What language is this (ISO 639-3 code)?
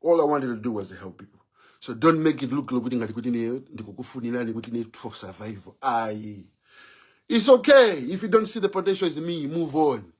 nya